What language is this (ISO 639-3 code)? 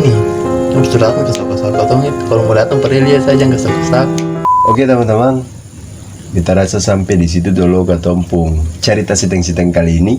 abs